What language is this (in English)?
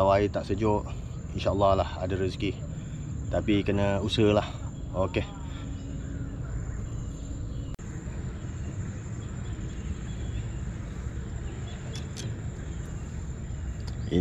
Malay